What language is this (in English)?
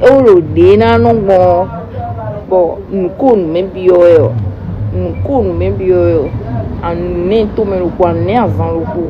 Fon